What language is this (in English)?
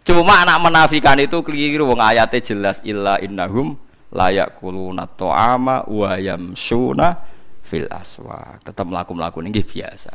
Javanese